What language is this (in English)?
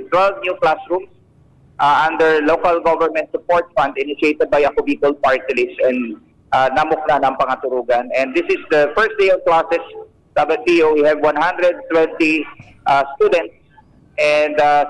Bikol